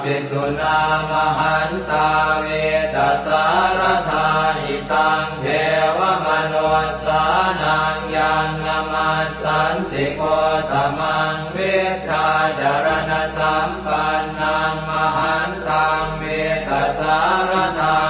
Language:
Pali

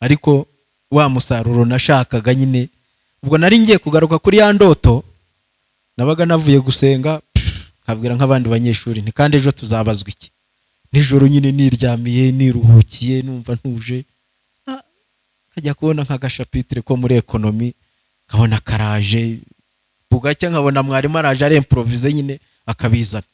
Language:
Kinyarwanda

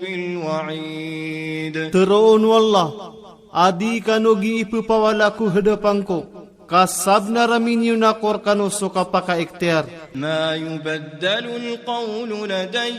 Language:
Maranao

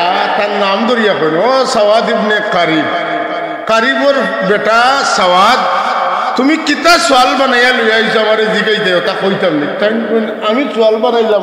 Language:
Sylheti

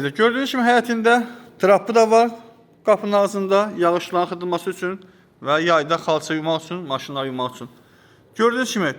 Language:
Azerbaijani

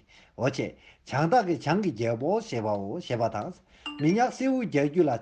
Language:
Tibetan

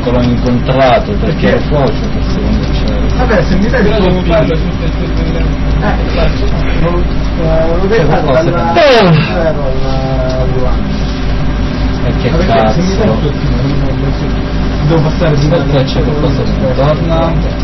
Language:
Italian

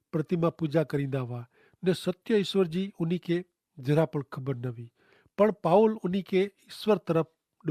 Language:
Kachhi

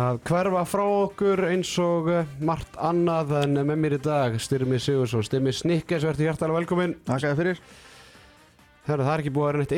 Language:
Icelandic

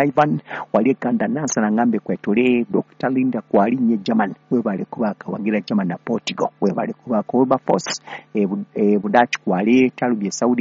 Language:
Ganda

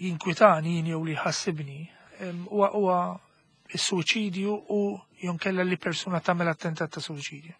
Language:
Maltese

